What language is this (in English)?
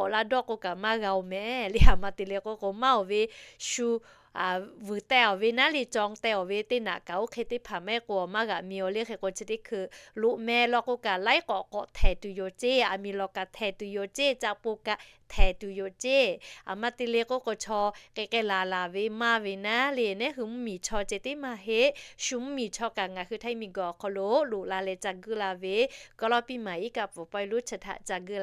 Lahu